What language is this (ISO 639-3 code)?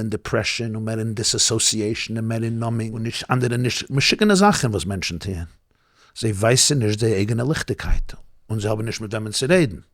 yid